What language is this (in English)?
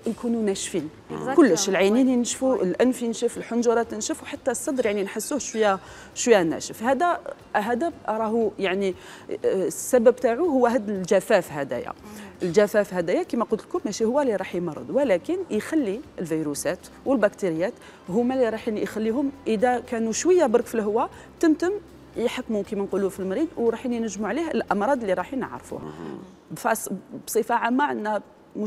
Algerian Arabic